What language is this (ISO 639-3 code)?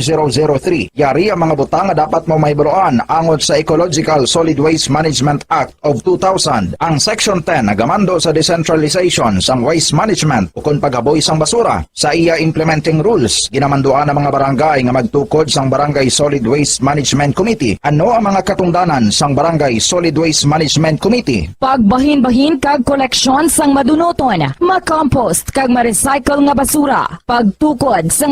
hil